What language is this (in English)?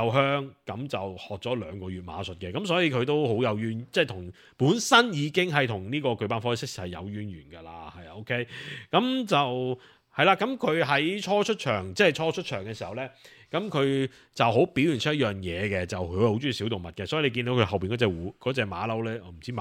Cantonese